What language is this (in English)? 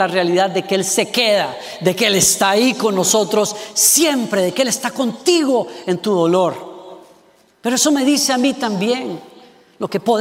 Spanish